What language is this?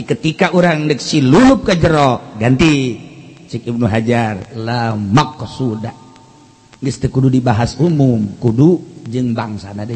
Sundanese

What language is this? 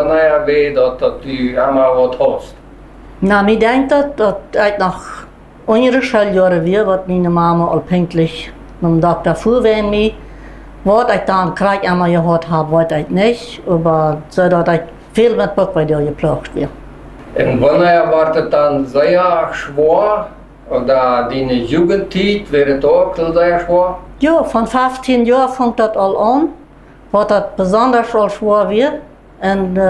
Plautdietsch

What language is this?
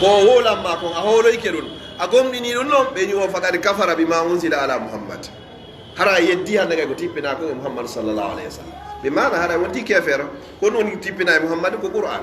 Fula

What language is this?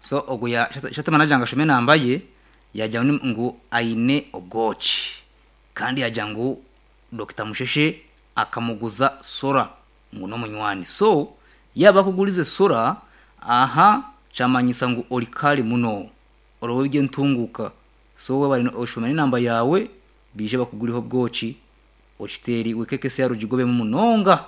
Nyankole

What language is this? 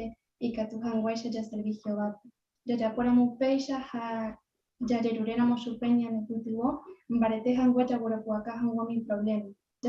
Guarani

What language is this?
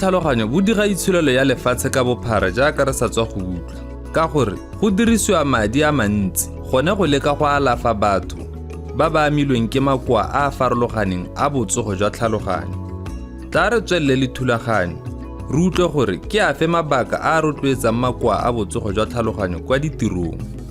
Tswana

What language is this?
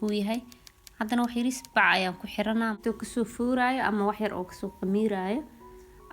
Somali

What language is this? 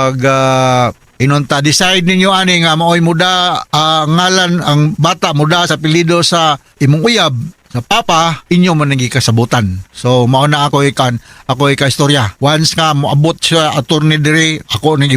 Cebuano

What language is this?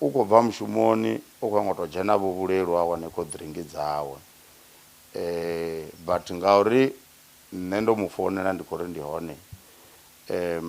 Venda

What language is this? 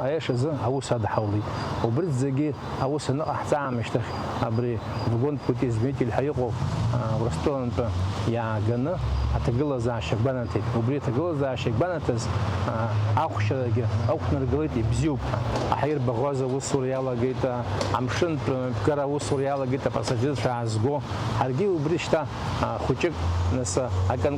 Abkhazian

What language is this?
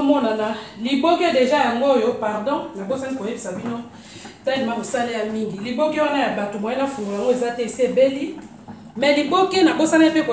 Lingala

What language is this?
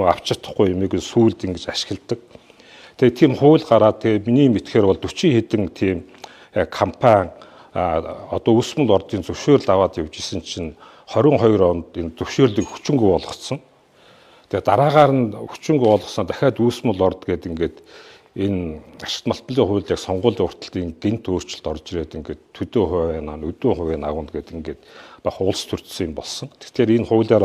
Mongolian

